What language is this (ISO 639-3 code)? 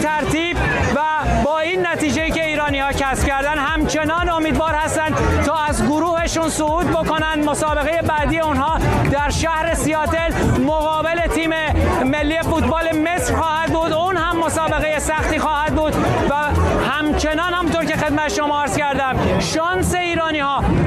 fas